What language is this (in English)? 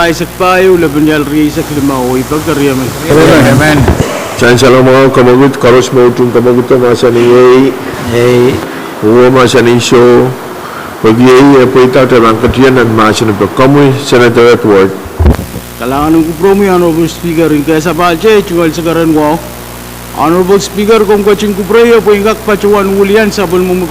Pohnpeian